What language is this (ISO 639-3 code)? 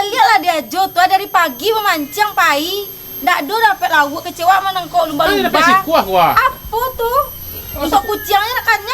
min